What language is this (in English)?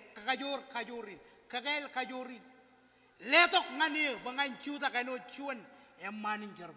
Marshallese